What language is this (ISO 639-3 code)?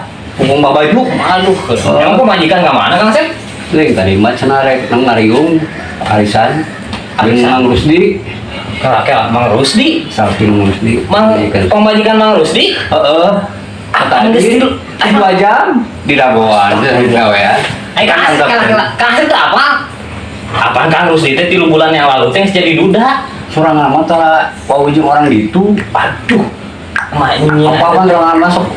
sun